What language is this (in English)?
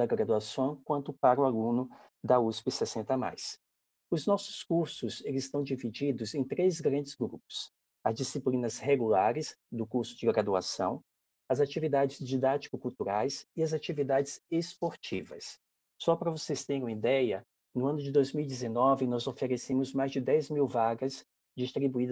Portuguese